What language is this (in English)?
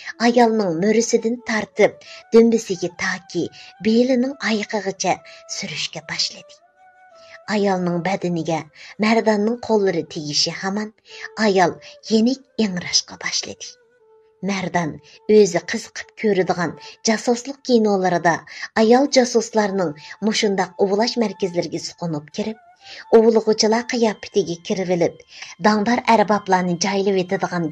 Uyghur